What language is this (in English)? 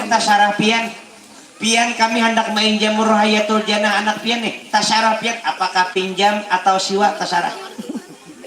Banjar